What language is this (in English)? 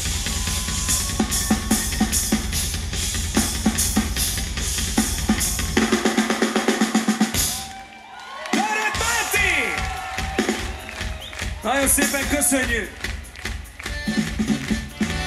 Hungarian